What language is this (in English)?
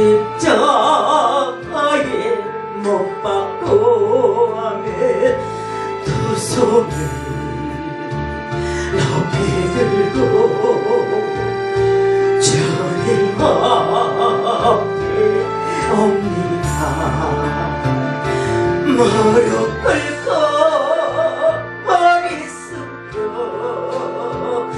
Korean